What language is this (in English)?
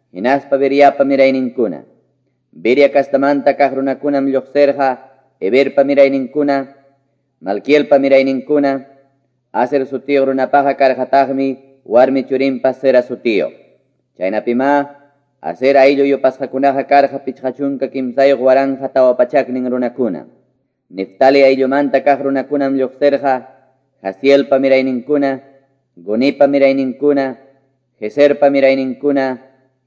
Quechua